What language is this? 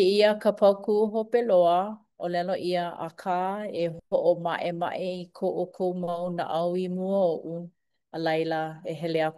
Hawaiian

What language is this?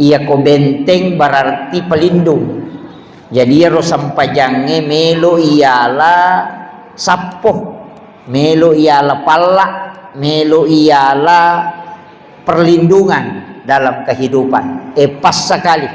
Buginese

